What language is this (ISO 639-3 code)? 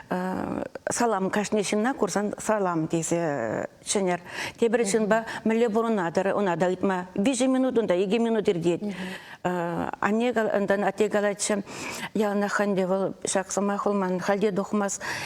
chv